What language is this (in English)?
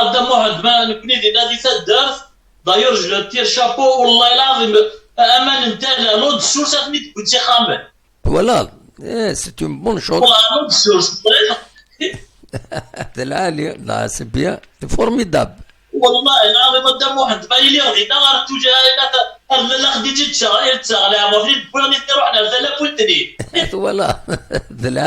Kabyle